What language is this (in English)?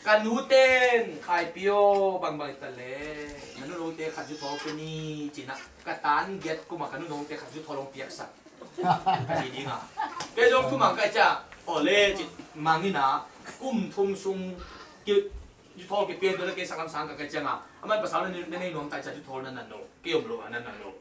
Tedim Chin